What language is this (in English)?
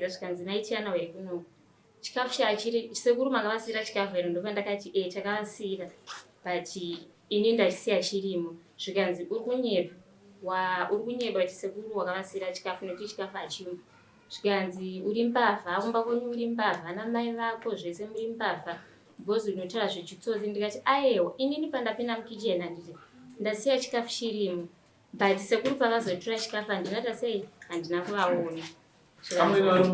Shona